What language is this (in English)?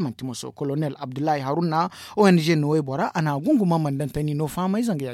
Zarma